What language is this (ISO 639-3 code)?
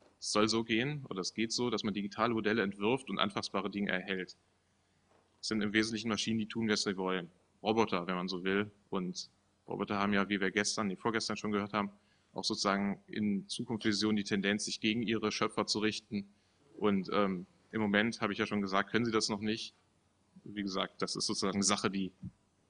deu